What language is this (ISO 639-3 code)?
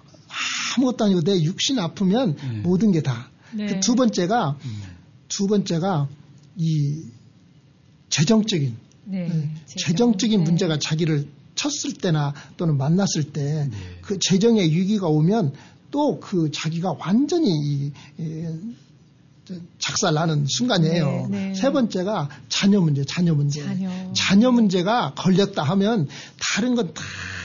kor